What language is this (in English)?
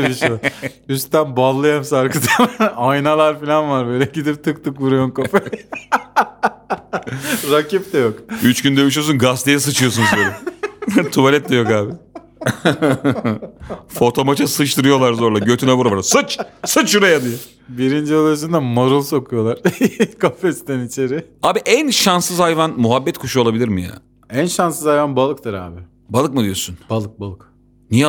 Turkish